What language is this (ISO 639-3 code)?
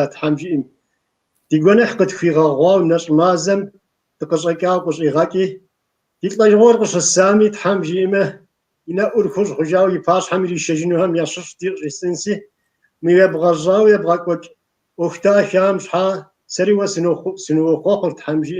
kbd